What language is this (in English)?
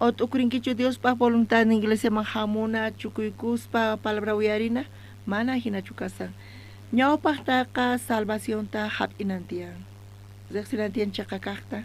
South Bolivian Quechua